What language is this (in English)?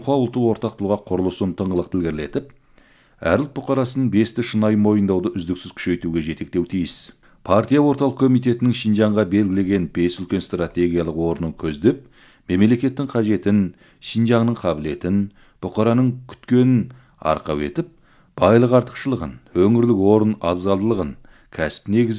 Kazakh